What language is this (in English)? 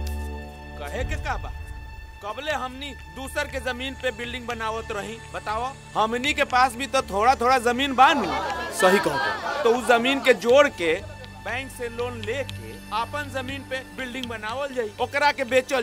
Bhojpuri